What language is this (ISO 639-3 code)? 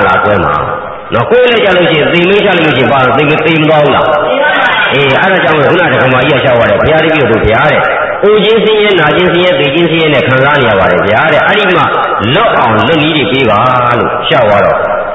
mya